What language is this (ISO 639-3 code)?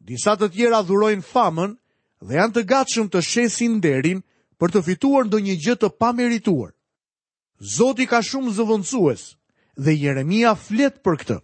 sqi